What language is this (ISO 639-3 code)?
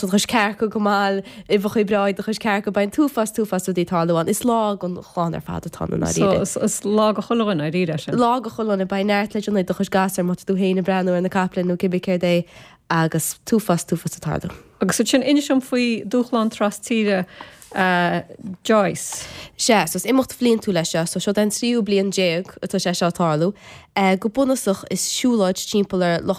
gle